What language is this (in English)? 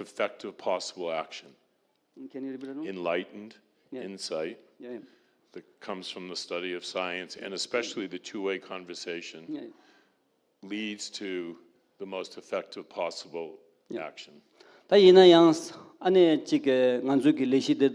Tibetan